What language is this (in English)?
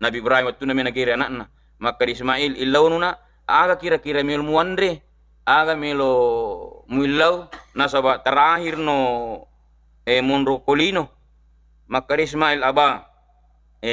Buginese